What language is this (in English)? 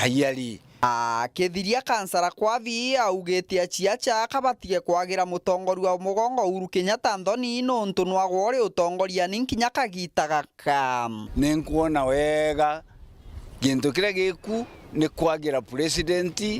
Meru